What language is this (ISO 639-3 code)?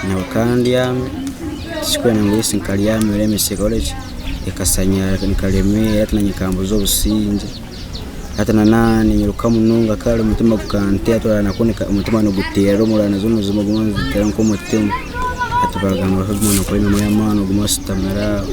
nyn